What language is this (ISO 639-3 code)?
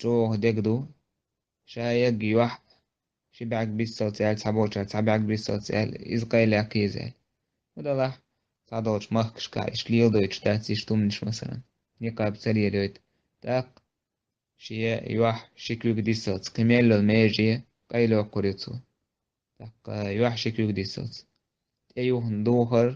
che